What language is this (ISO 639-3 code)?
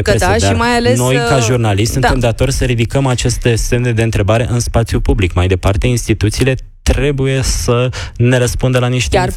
ron